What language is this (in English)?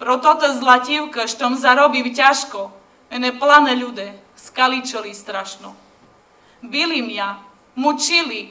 Rusyn